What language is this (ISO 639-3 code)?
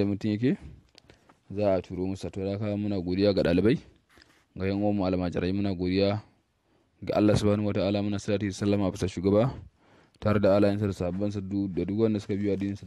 hau